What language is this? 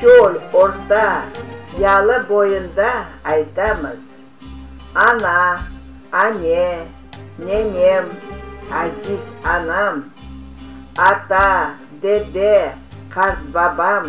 Crimean Tatar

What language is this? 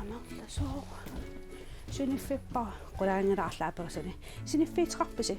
Kalaallisut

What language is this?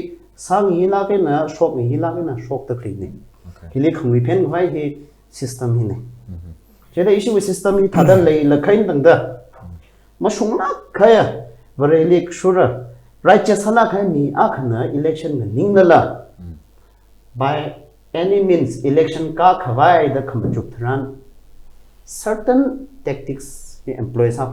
Tangkhul Naga (India)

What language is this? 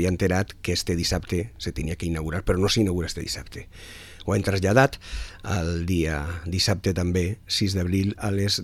Catalan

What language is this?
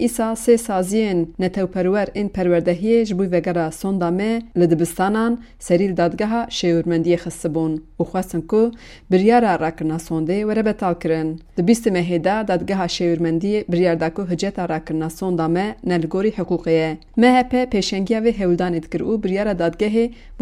Kurdish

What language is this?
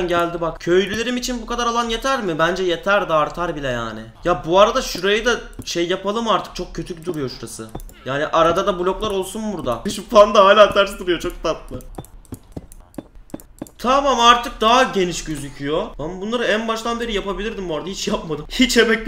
Turkish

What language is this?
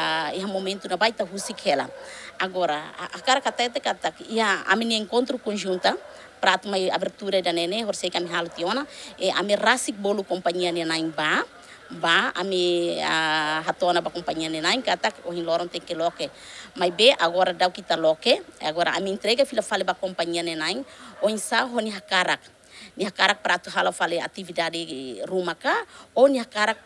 Tetum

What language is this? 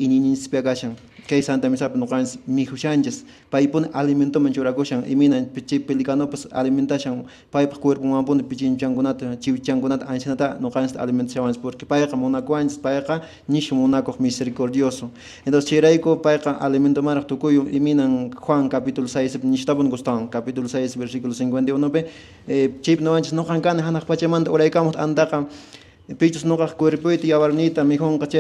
Quechua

